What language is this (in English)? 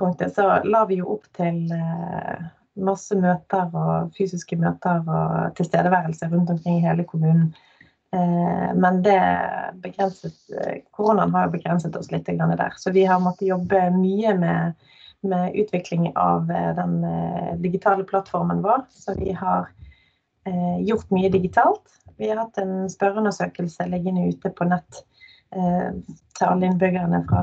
Norwegian